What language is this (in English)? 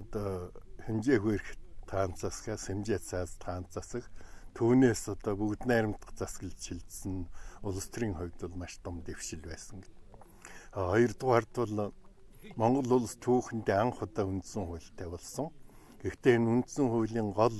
Mongolian